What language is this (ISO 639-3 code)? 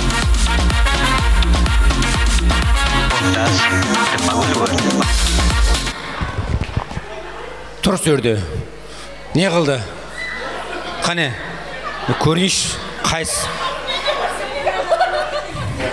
kaa